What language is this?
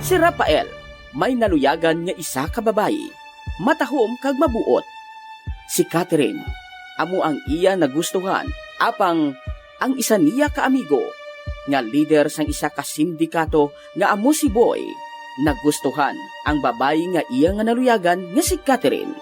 Hiligaynon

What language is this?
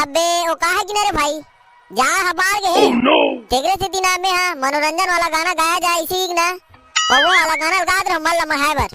Chhattisgarhi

